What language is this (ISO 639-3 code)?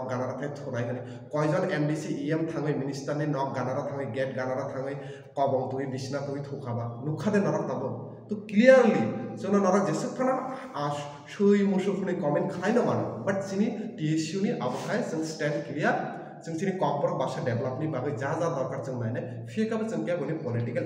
trp